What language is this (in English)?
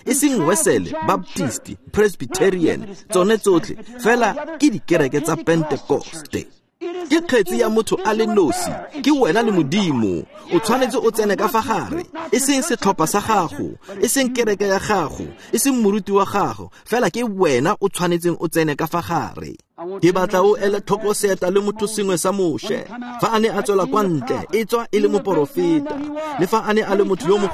Tswana